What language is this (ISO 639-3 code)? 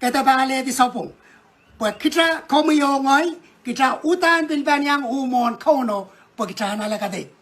pon